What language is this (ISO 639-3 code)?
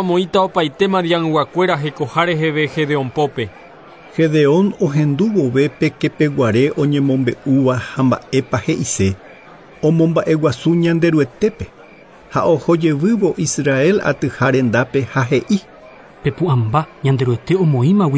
grn